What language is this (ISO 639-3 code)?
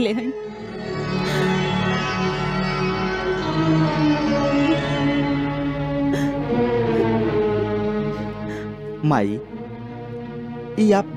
bho